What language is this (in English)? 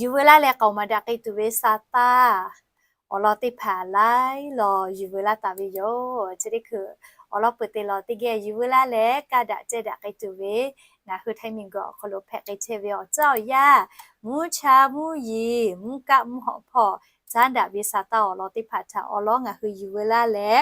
Lahu